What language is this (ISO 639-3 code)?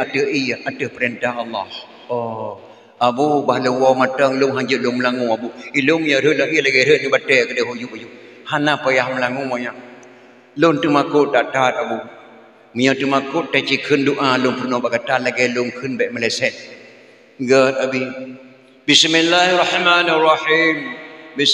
ace